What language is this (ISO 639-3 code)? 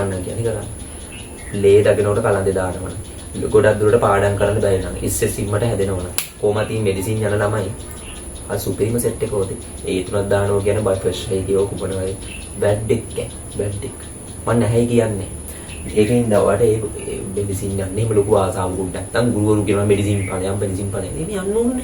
sin